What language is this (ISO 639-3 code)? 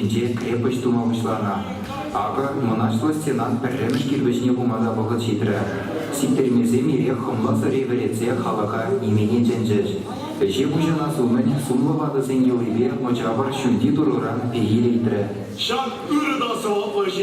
chv